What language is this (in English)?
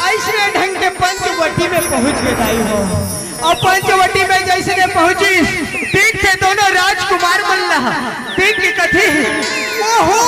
Chhattisgarhi